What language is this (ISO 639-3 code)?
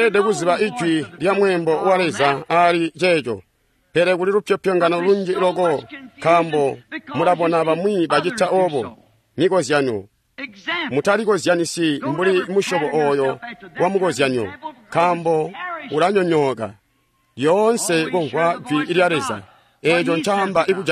toi